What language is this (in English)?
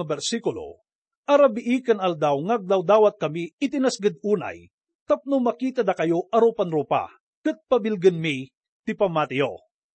Iloko